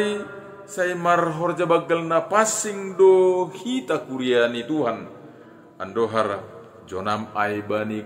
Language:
Batak Simalungun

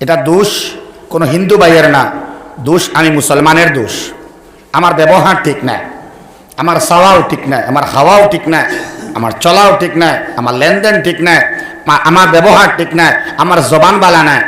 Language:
Sylheti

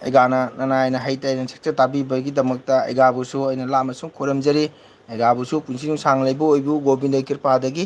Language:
Manipuri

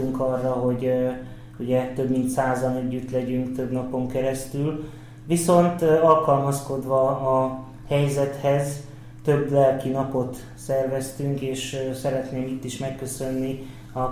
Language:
Hungarian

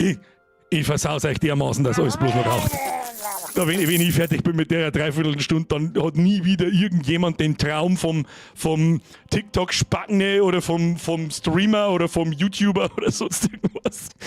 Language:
Bavarian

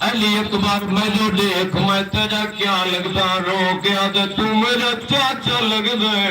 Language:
Saraiki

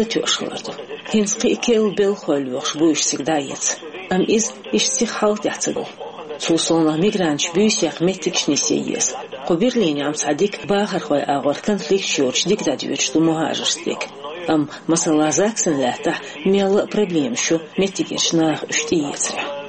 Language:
Chechen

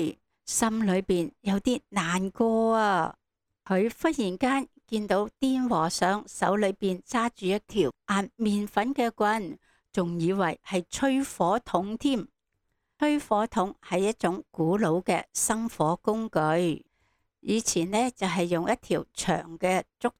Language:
Cantonese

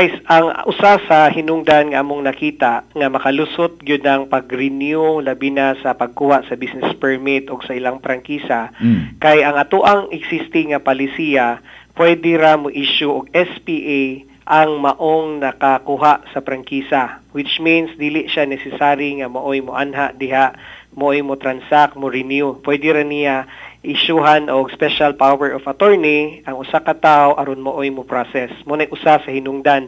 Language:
Cebuano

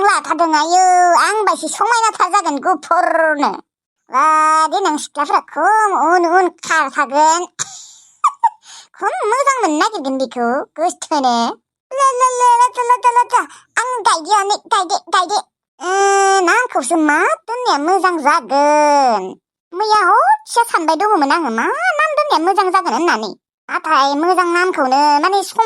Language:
Bodo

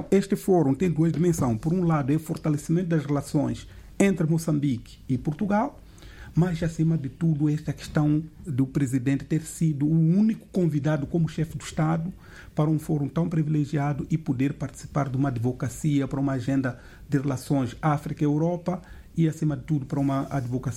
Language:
Portuguese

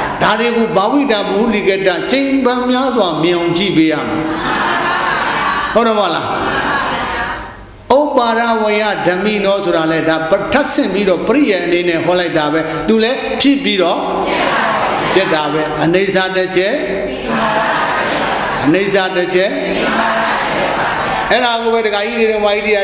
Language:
Burmese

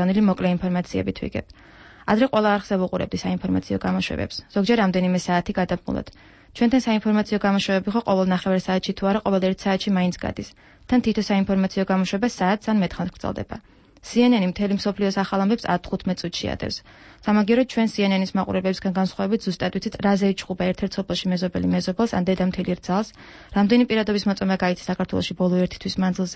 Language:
Georgian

